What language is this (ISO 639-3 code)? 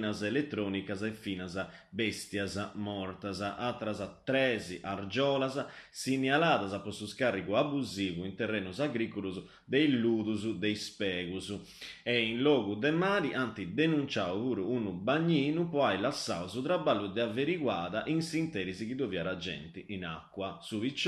srd